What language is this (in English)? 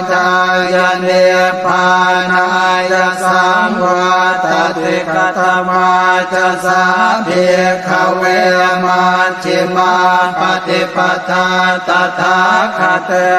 Pali